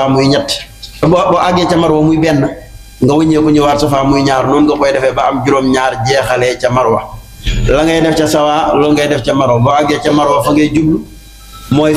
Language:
Wolof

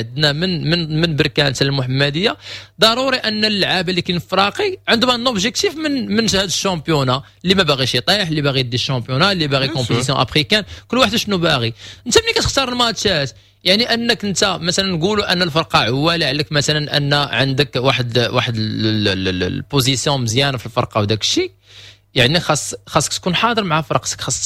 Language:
Moroccan Arabic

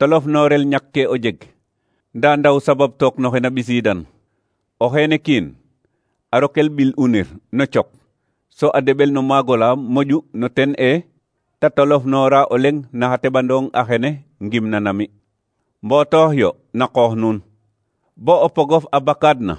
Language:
Serer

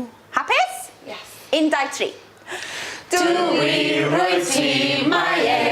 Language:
Welsh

